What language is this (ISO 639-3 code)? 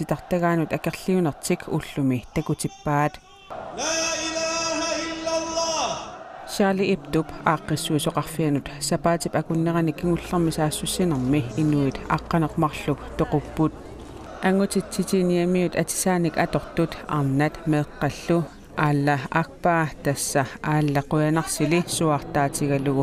kal